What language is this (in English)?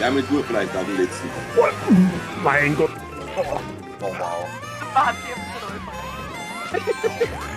Bavarian